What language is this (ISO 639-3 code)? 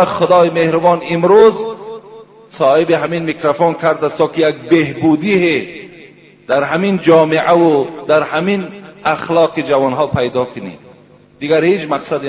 tgk